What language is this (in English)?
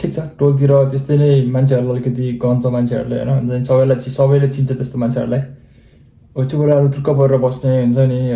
Nepali